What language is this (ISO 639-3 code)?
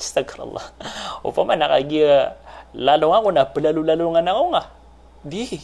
mrw